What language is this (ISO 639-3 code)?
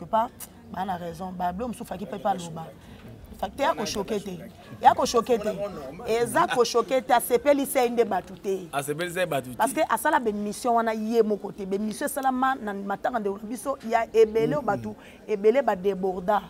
lin